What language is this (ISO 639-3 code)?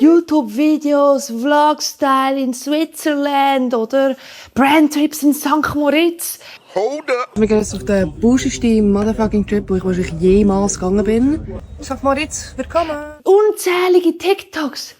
gsw